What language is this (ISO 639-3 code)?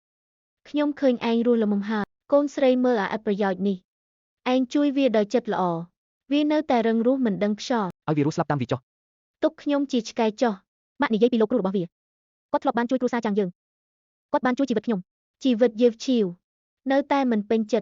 khm